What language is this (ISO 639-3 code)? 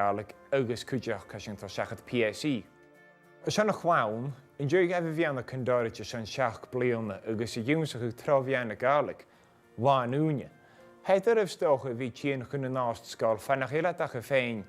gla